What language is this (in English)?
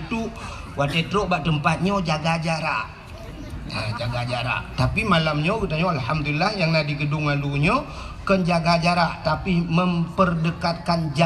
Achinese